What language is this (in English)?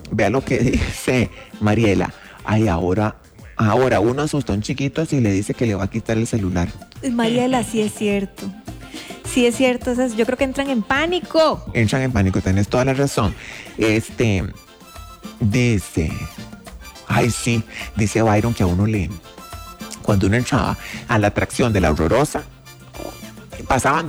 Spanish